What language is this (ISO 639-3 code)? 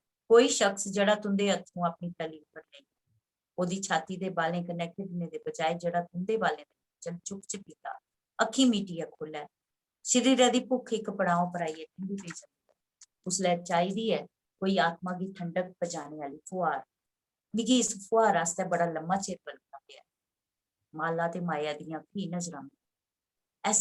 doi